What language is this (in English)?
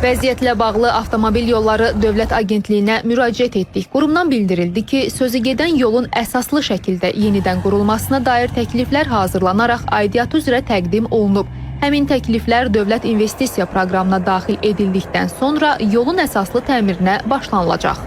Azerbaijani